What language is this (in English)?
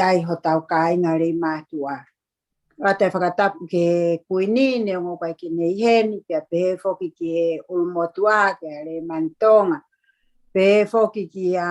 Tongan